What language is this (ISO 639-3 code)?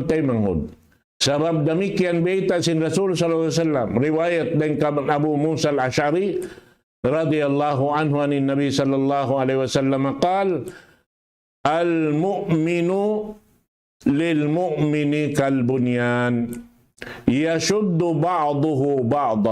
tsg